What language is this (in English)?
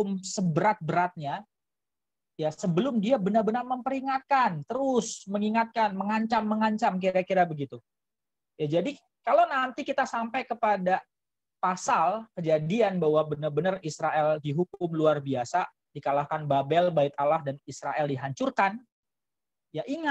Indonesian